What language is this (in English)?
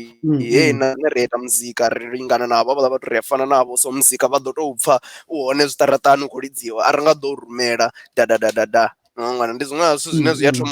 Venda